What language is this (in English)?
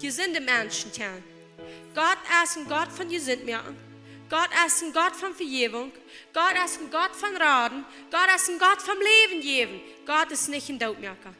Plautdietsch